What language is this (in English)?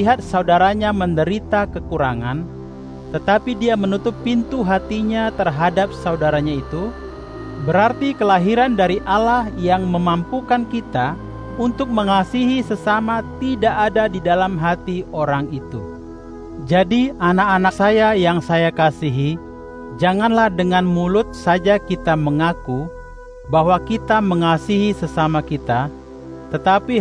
Indonesian